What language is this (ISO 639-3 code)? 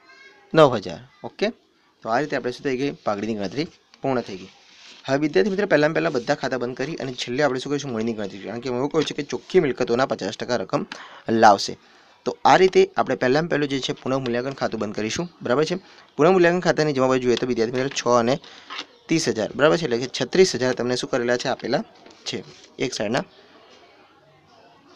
guj